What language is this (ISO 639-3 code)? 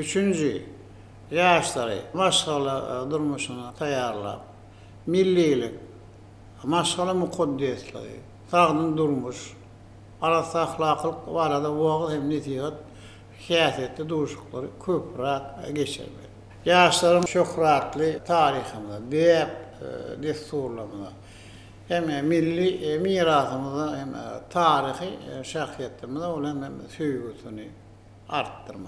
tuk